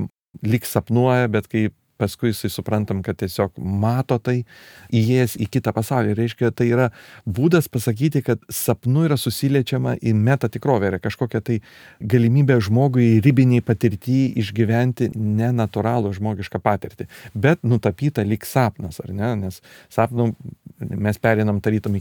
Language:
Lithuanian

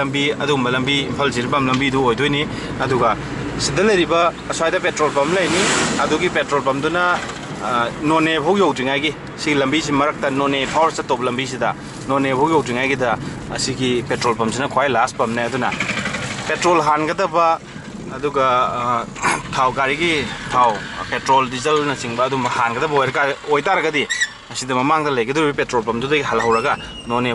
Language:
Manipuri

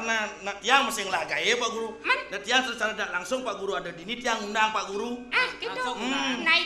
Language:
Balinese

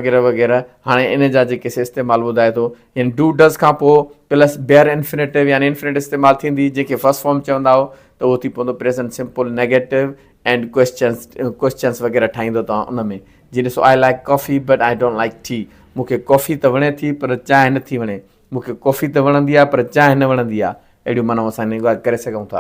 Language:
Sindhi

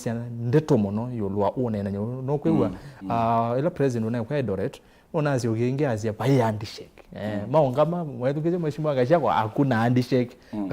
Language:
Kamba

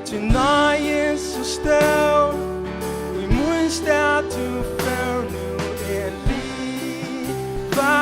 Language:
Faroese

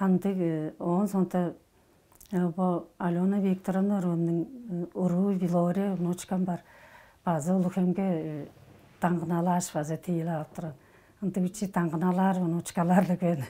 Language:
Tuvinian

